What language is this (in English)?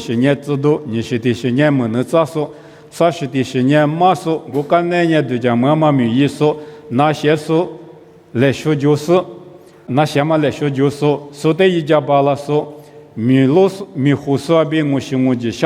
Lisu